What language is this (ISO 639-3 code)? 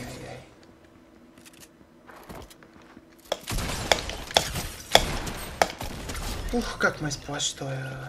bul